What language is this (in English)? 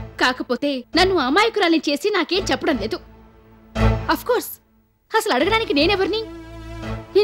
Telugu